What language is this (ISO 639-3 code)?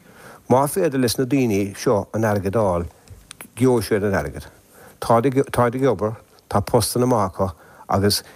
gle